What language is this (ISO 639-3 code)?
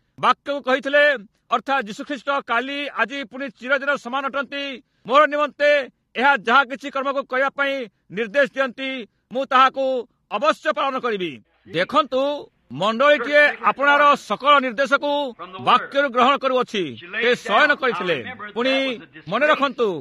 ori